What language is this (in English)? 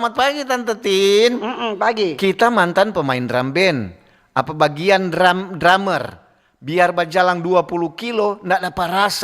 Manado Malay